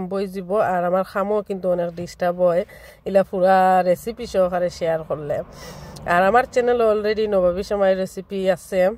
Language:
Sylheti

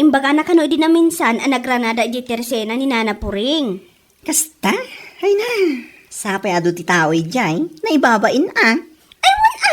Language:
Iloko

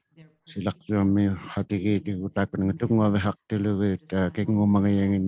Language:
Inuktitut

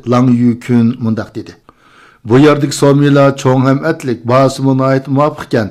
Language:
Uyghur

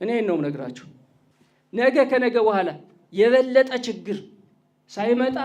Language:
Amharic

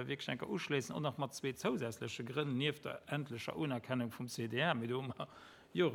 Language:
Luxembourgish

